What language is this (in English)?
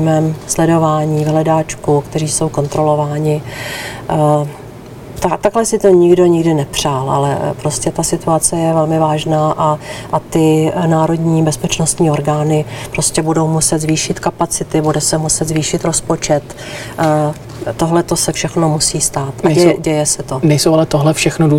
Czech